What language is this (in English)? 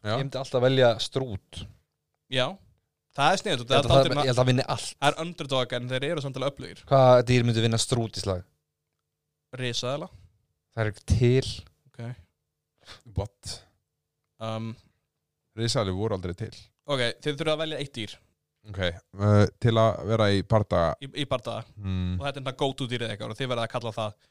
Icelandic